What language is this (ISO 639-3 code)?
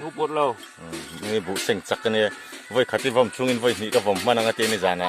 lus